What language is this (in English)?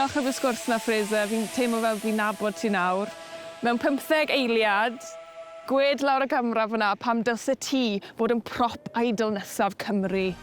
Welsh